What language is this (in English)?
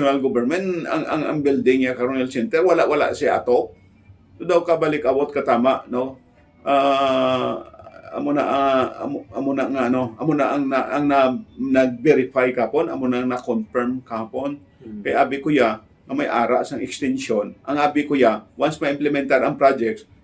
Hiligaynon